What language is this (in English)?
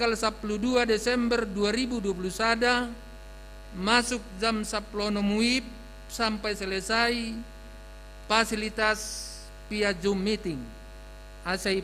Batak Simalungun